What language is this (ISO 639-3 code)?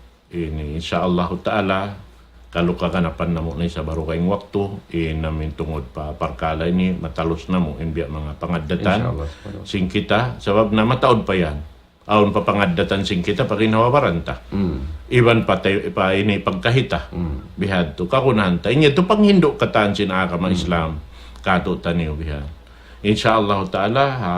tsg